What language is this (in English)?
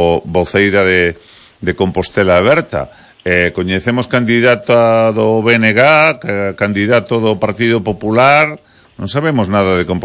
Galician